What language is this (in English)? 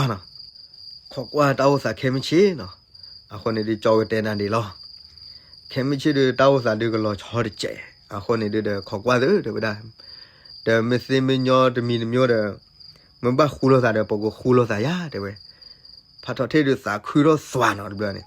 S'gaw Karen